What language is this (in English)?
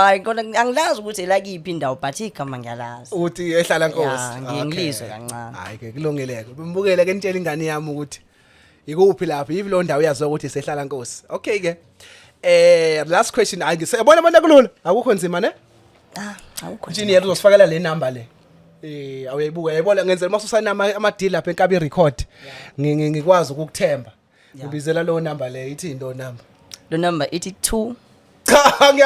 Zulu